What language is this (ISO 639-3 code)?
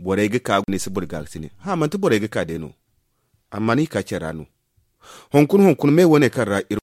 dje